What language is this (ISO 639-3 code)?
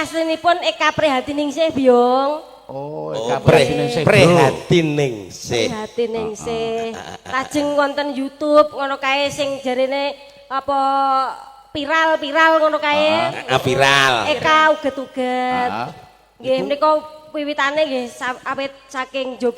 jav